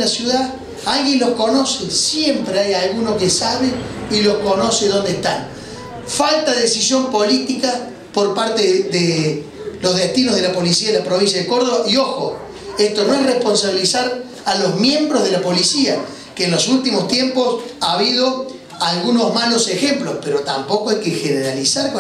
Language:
Spanish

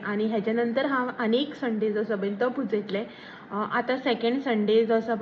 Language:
Konkani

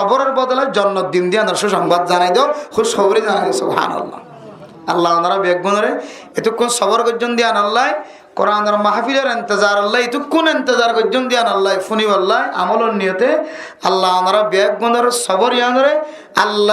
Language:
Rohingya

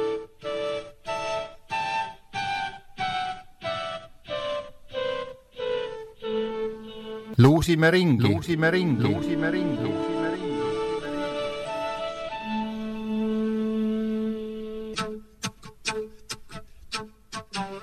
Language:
Estonian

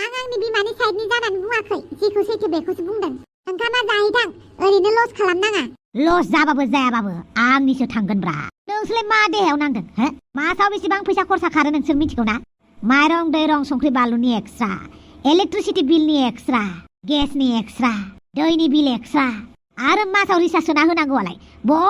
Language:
Bodo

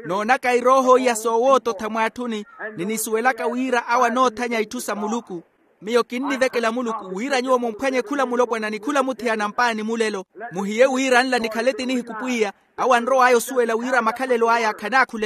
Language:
Makhuwa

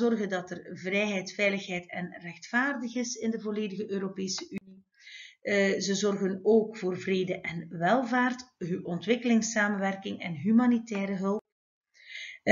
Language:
Dutch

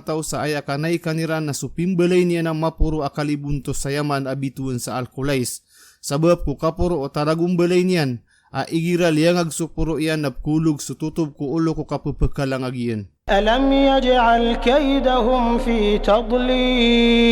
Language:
Maranao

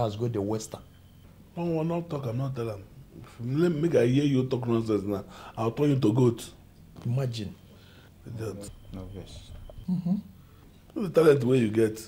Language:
Nigerian Pidgin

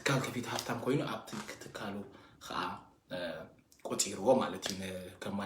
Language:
Tigrinya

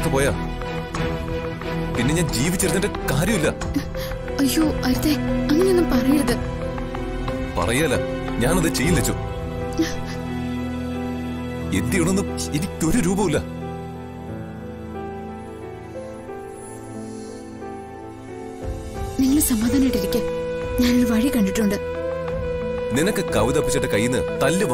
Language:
Malayalam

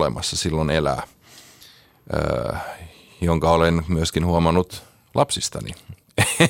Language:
Finnish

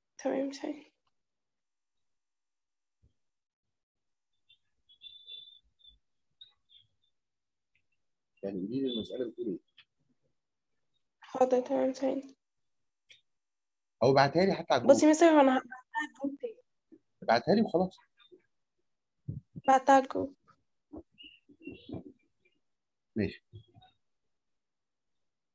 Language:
Egyptian Arabic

